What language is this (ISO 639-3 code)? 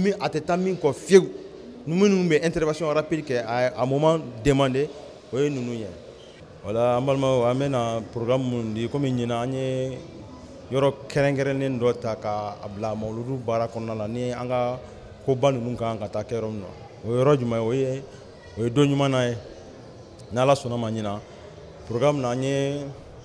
bam